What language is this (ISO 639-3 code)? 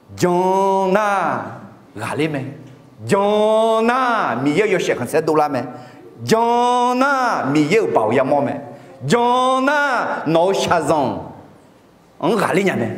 ahk